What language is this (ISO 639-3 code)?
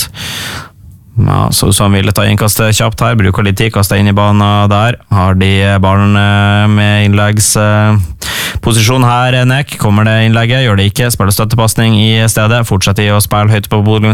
nor